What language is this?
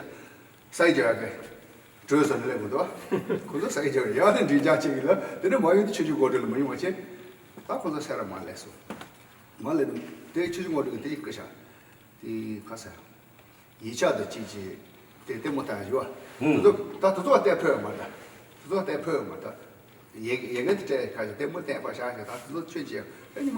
Tibetan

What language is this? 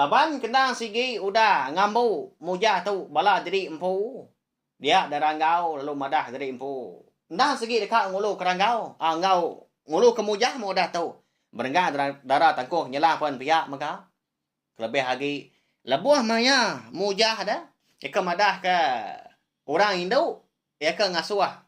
Iban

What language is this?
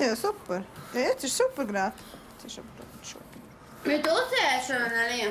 Romansh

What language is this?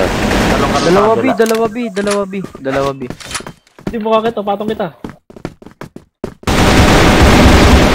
Filipino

